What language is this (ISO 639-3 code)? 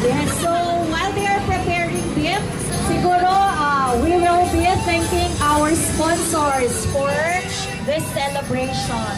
pam